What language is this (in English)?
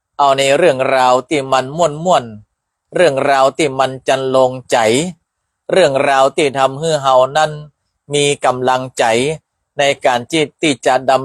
Northern Thai